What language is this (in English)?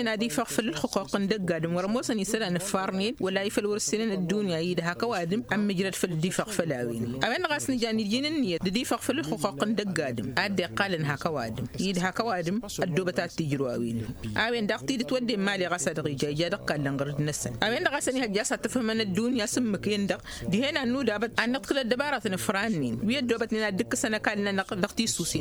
Tamasheq